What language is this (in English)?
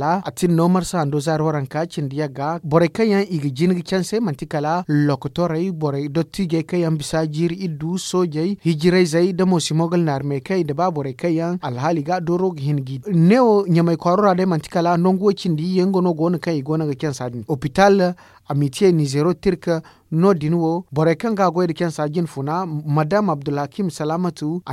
Zarma